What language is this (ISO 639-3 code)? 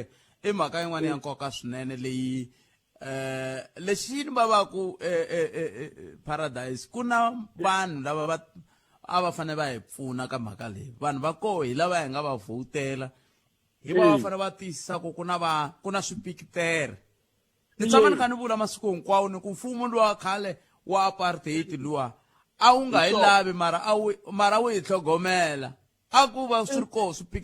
tso